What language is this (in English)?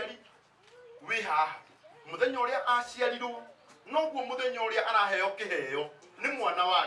Kikuyu